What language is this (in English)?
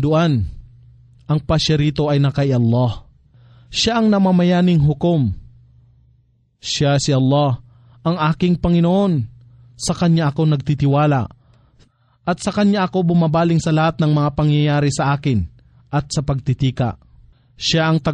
Filipino